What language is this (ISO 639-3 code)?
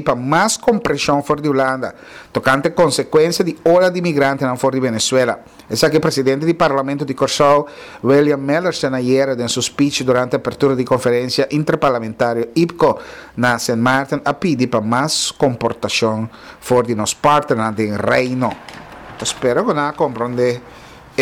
pap